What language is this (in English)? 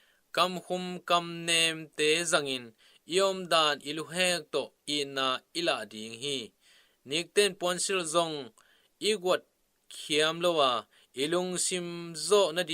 Tedim Chin